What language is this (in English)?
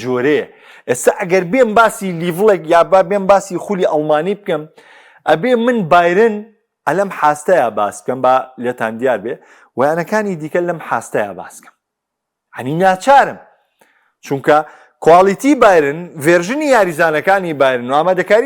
Central Kurdish